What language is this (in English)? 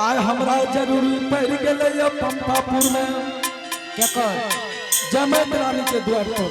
Angika